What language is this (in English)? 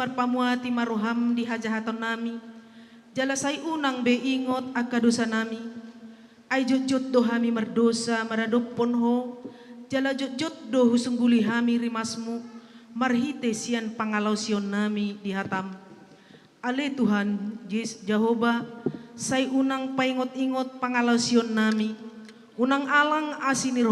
Batak Toba